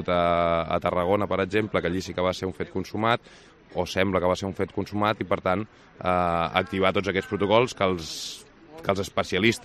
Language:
Catalan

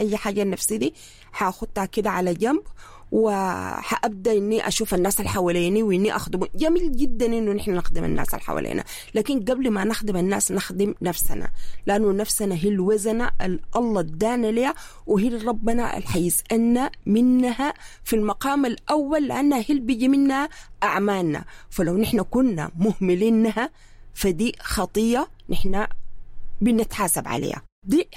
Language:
Sudanese Arabic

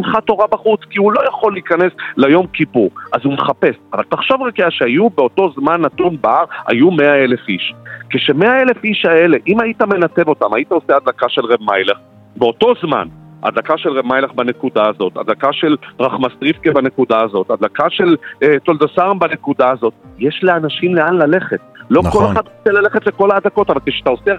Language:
Hebrew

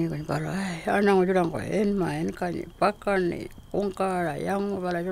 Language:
Pitjantjatjara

